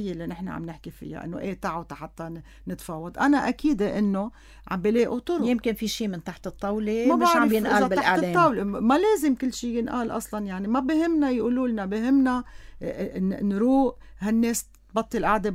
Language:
North Levantine Arabic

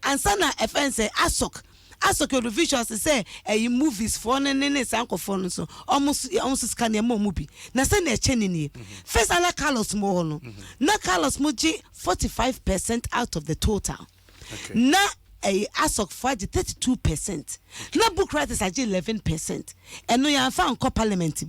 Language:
Akan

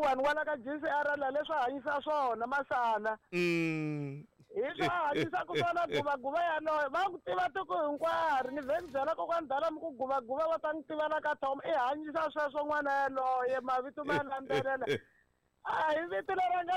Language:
Tsonga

